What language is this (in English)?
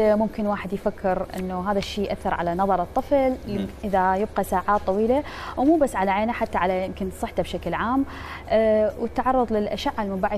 Mesopotamian Arabic